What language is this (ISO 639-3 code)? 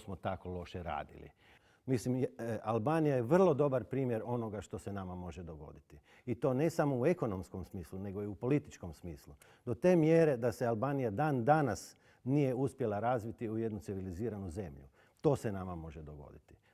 hrv